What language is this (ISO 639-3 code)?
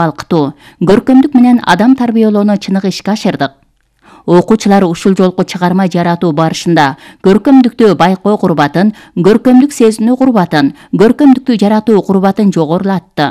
kir